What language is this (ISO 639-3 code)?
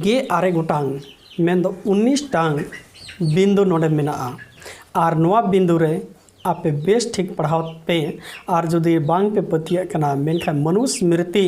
sat